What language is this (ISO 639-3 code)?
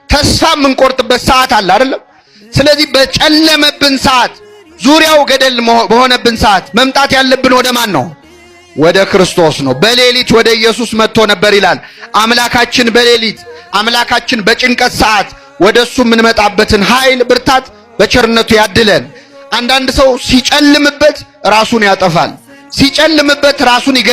amh